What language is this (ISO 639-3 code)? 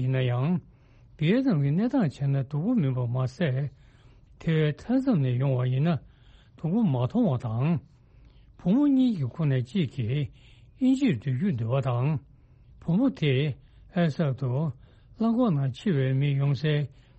bod